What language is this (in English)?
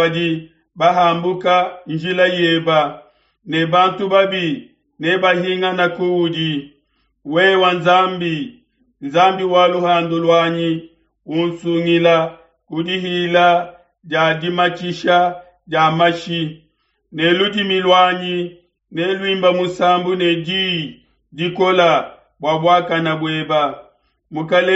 Luba-Lulua